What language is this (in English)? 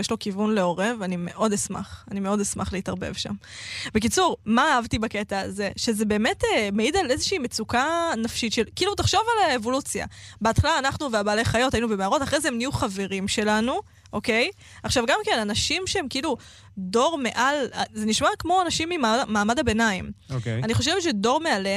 Hebrew